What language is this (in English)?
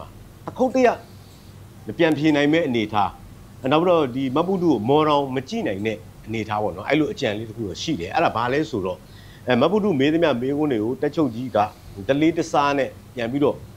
Burmese